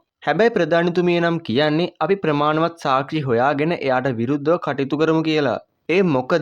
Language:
Sinhala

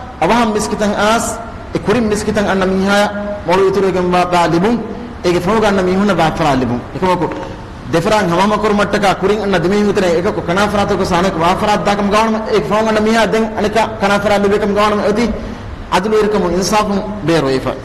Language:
Divehi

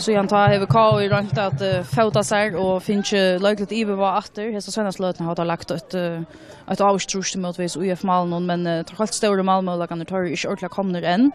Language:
Faroese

